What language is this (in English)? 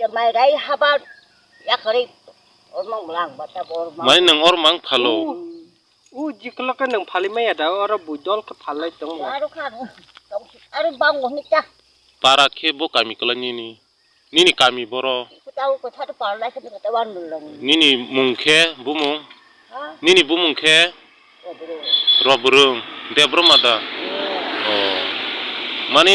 Kok Borok